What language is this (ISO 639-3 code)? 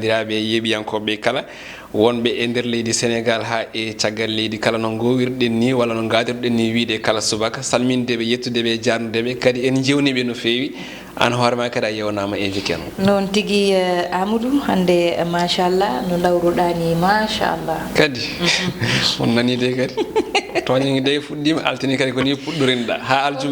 ful